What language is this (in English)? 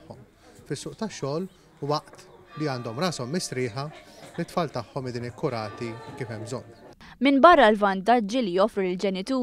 Maltese